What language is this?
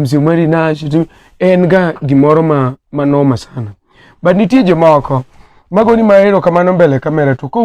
Luo (Kenya and Tanzania)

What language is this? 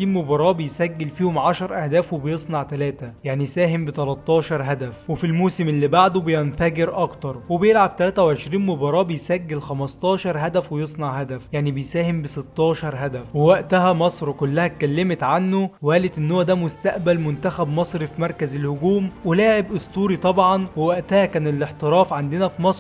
Egyptian Arabic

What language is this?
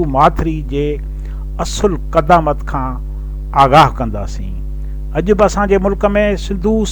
Sindhi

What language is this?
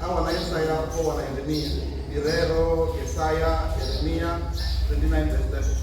Venda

